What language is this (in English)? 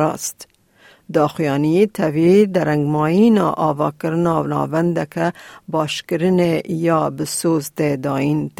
Kurdish